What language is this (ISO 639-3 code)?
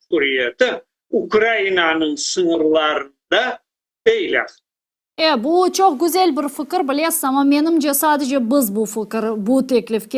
crh